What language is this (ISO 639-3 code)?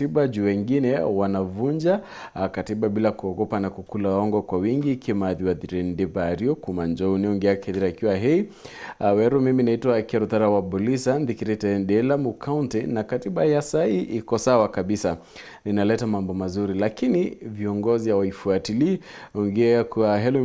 mer